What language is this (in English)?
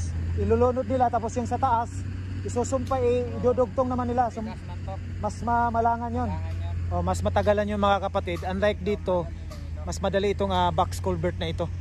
Filipino